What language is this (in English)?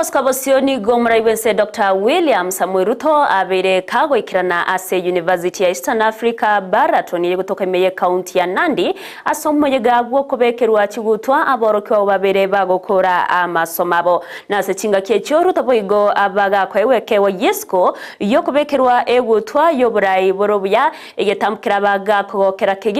Gusii